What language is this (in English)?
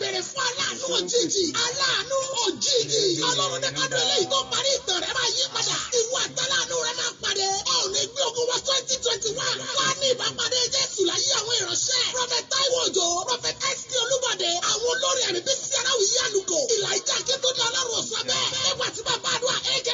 Yoruba